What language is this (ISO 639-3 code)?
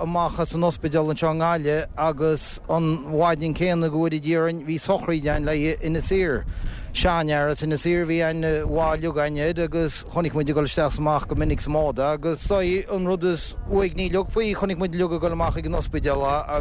gle